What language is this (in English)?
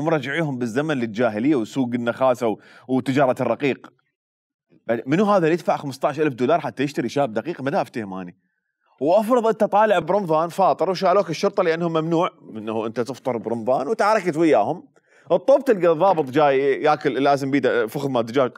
Mesopotamian Arabic